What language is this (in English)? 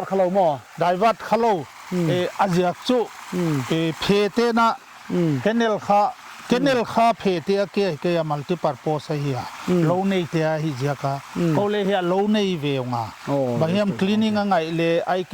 Paite Chin